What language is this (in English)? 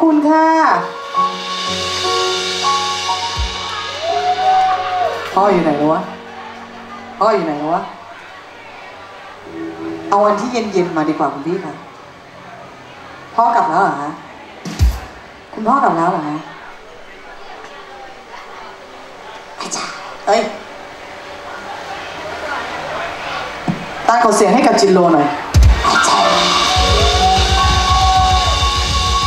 Thai